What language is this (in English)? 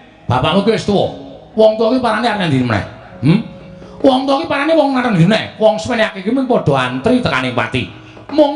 Javanese